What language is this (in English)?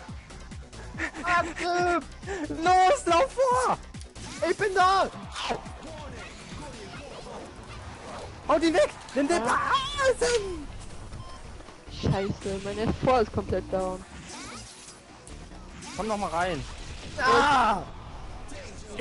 German